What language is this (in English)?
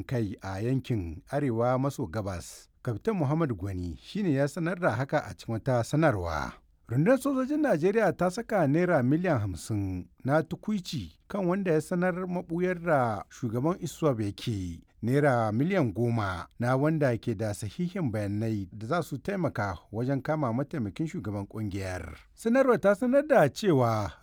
Hausa